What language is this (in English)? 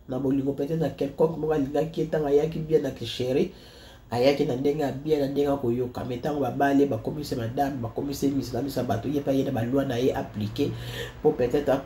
Lingala